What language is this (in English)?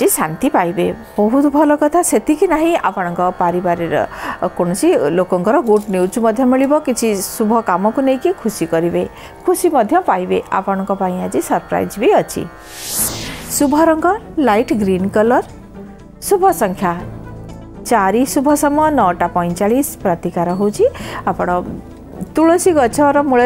Odia